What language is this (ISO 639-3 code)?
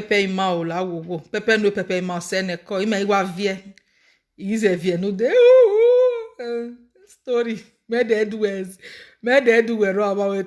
pcm